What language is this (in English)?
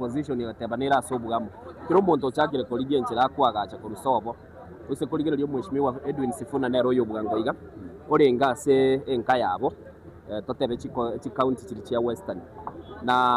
Gusii